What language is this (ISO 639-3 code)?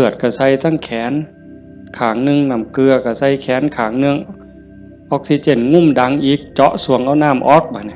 tts